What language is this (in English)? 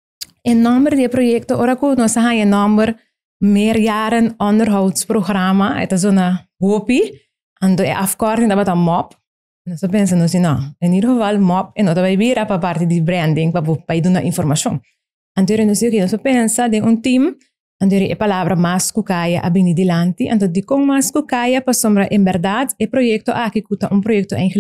Papiamento